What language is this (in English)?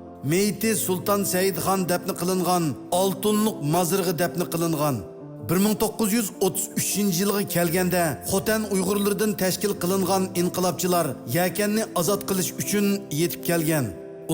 Uyghur